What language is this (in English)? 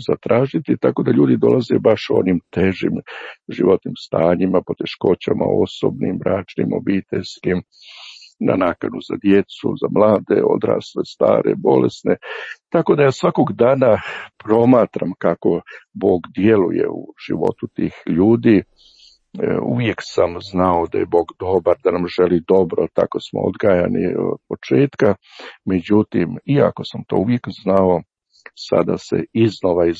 Croatian